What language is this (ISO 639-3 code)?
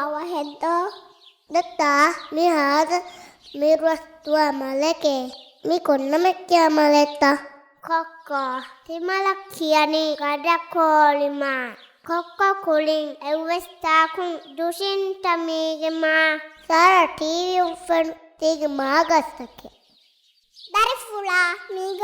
div